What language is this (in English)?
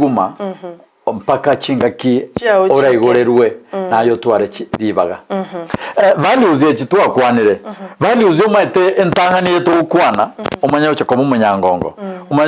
Gusii